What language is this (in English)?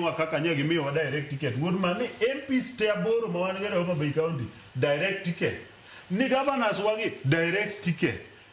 Luo (Kenya and Tanzania)